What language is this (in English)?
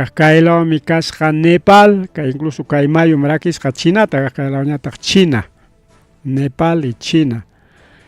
Ayacucho Quechua